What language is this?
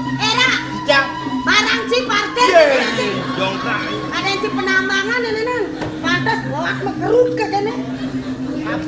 Balinese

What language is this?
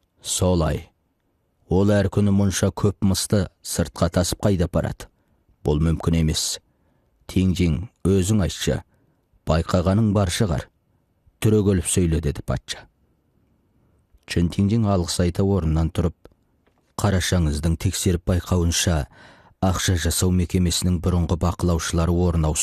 Kazakh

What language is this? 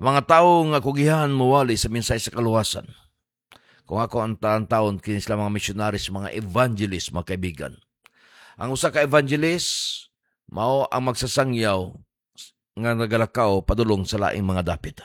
Cebuano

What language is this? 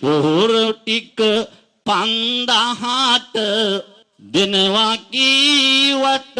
Sinhala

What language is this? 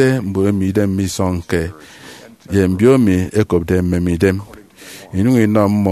Efik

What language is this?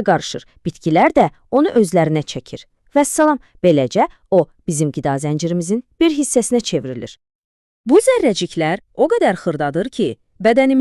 Azerbaijani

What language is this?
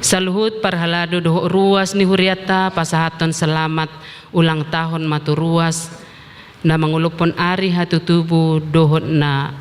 Batak Toba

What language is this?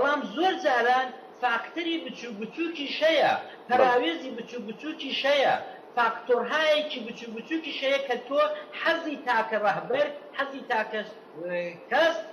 Central Kurdish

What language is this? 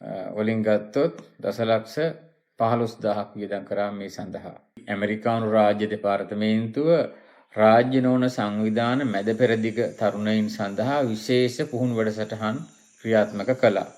Sinhala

